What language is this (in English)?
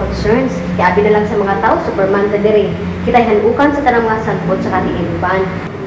Cebuano